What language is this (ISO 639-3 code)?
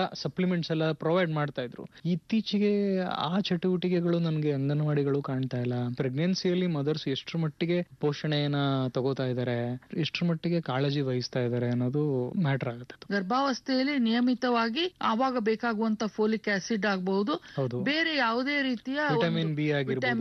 kan